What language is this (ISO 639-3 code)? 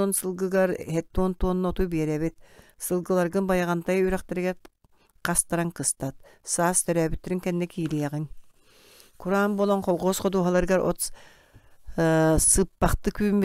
sah